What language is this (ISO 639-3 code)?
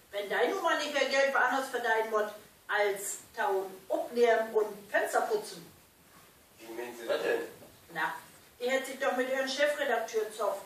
nds